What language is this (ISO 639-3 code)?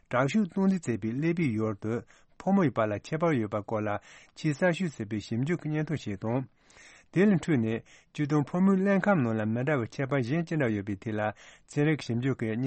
bod